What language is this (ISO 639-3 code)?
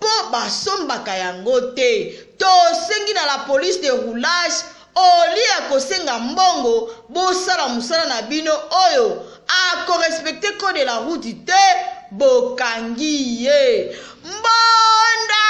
lin